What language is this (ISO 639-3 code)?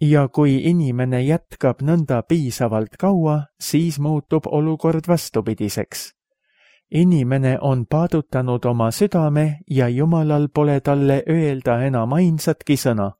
est